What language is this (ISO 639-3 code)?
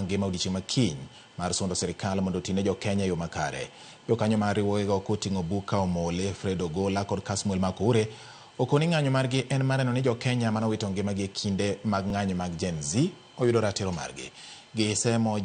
luo